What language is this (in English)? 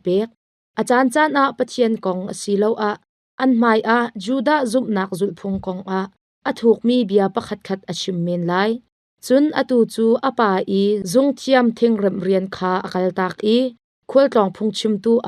Hakha Chin